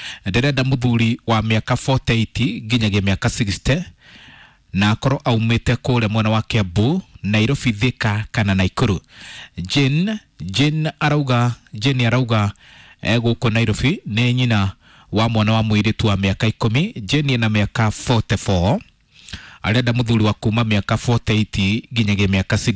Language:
Kikuyu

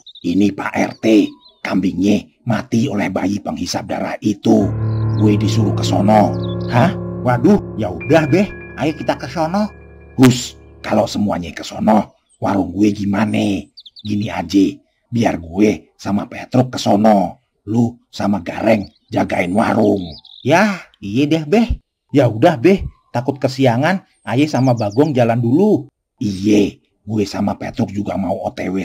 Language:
Betawi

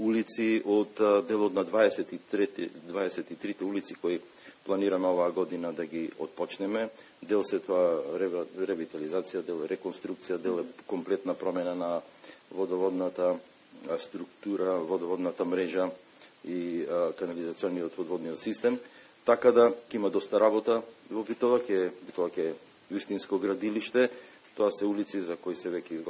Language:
Macedonian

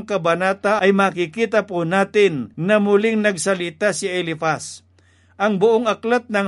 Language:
Filipino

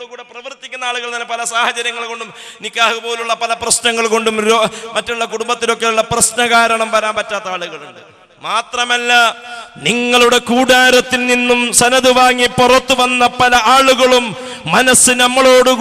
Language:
Malayalam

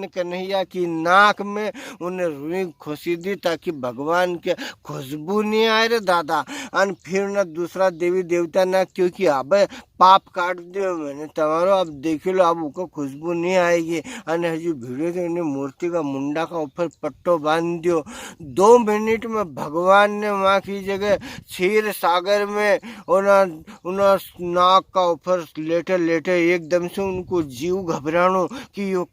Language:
Rajasthani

